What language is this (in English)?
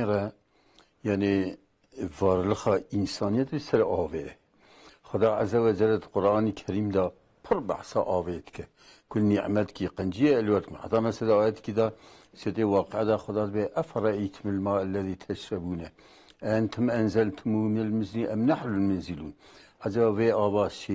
Kurdish